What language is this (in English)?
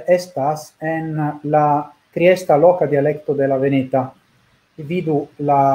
Esperanto